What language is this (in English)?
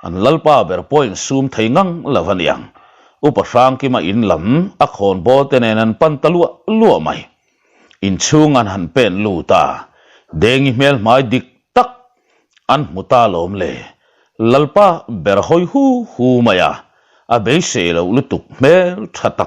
Mizo